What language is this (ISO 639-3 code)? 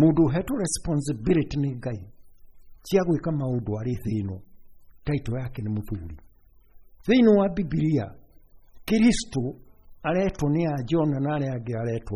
kik